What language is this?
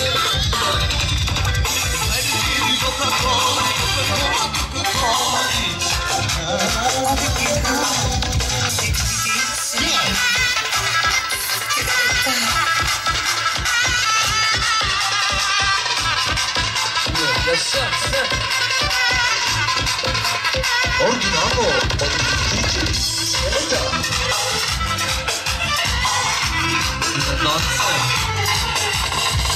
Turkish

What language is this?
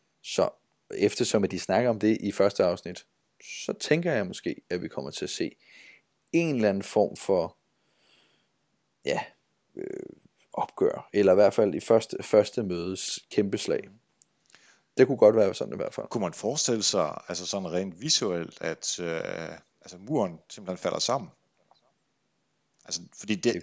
Danish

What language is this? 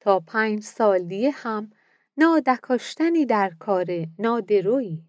Mazanderani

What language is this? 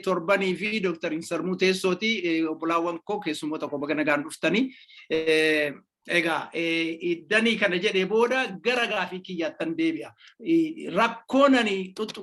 Oromo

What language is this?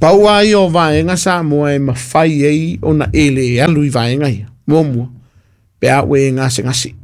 Samoan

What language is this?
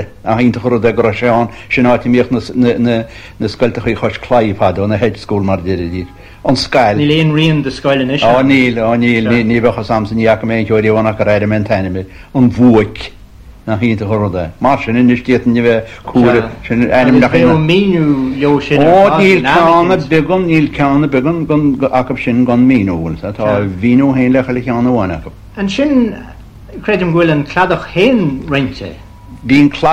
Irish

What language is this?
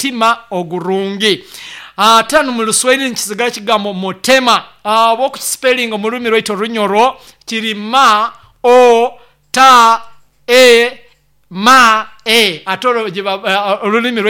Nyoro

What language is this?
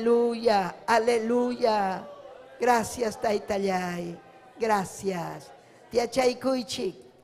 Ayacucho Quechua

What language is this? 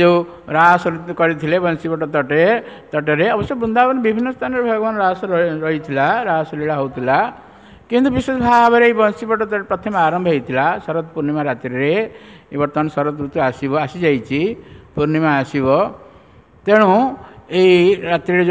Odia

